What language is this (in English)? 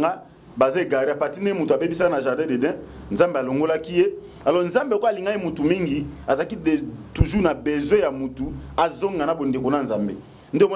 Lingala